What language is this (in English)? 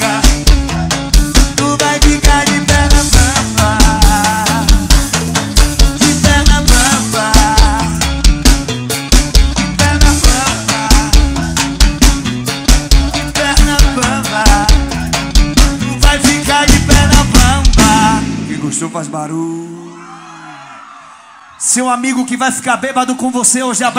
Portuguese